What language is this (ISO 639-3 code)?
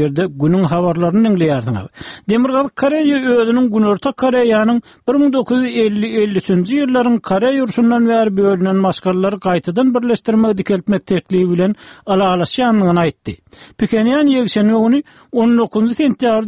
tuk